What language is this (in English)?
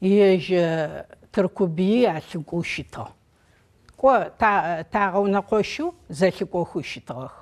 Adyghe